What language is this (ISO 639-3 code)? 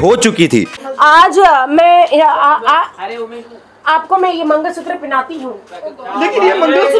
hin